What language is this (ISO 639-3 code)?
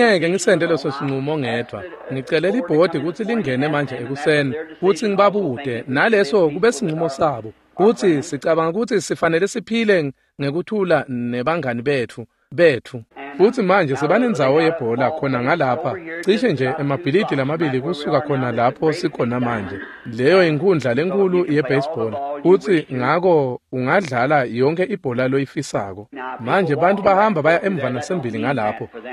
ssw